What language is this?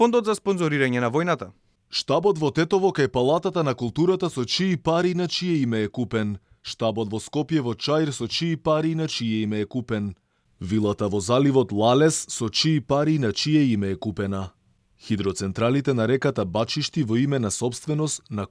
Macedonian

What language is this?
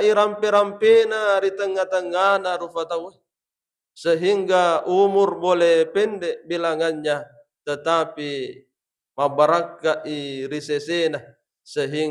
Buginese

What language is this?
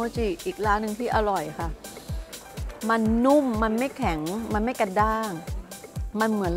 Thai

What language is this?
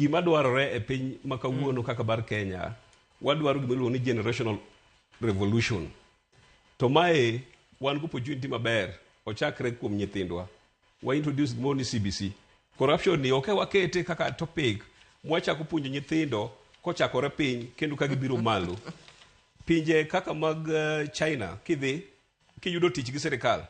Luo (Kenya and Tanzania)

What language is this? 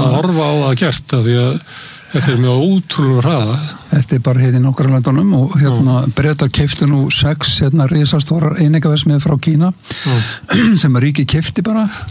Icelandic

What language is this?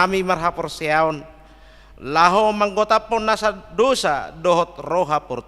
Batak Toba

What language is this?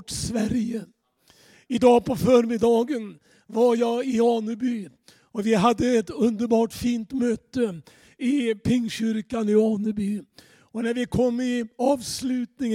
Swedish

